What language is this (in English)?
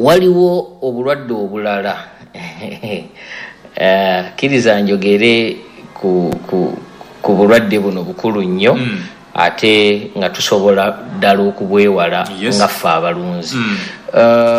Ganda